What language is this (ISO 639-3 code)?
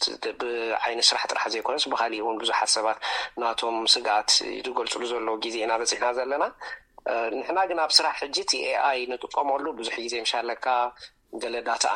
tir